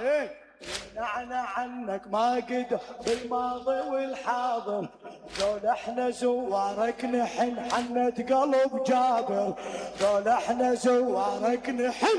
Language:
Mesopotamian Arabic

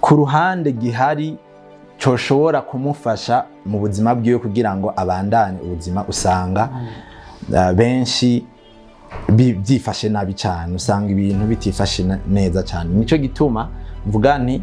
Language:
Rundi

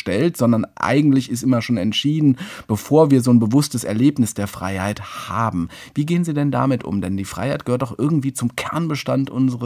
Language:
German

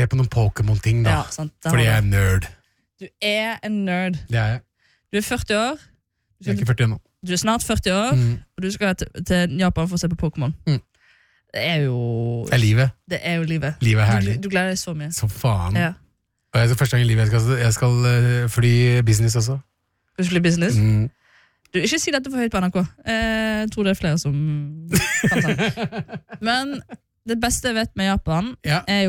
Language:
Norwegian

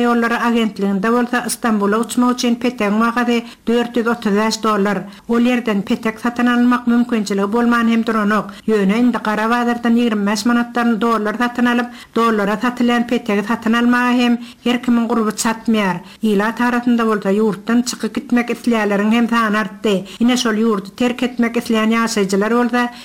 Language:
Turkmen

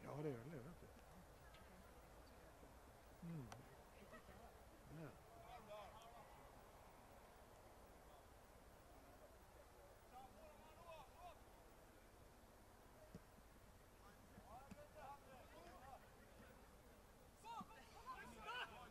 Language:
Norwegian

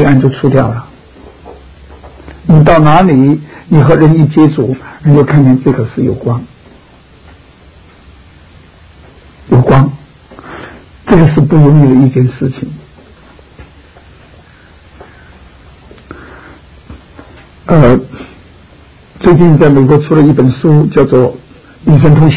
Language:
Chinese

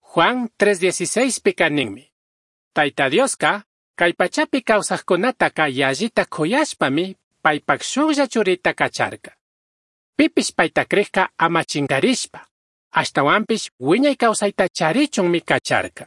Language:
Chimborazo Highland Quichua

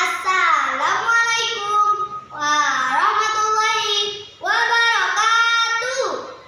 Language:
Banjar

